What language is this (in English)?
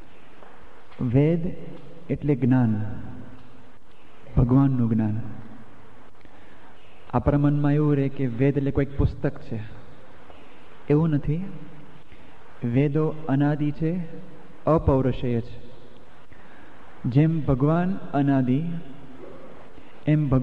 Gujarati